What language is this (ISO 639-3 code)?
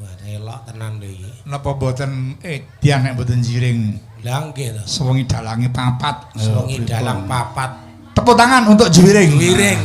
jav